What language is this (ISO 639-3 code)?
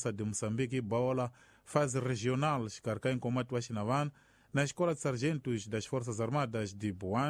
tso